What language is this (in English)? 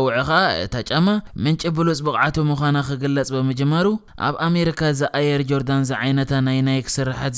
Tigrinya